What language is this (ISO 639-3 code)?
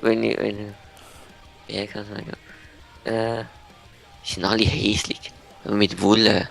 gsw